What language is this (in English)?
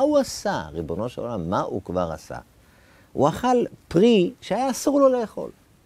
Hebrew